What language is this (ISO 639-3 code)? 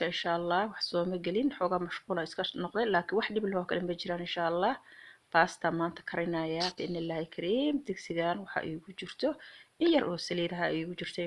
som